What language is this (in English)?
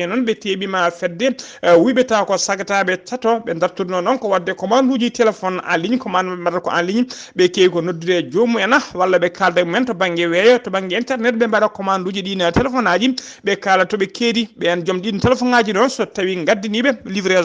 Fula